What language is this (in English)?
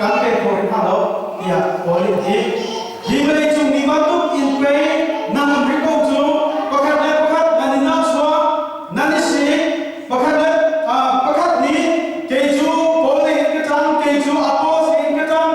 Hakha Chin